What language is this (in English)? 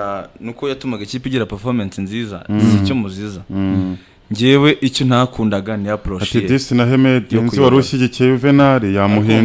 Kinyarwanda